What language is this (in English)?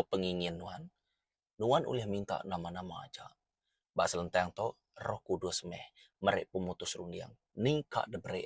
Iban